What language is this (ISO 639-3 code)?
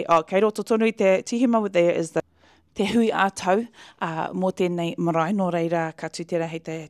mri